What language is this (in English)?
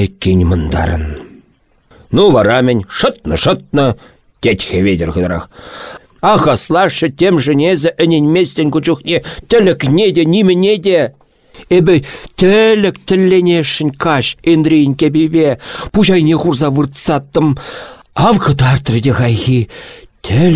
Chuvash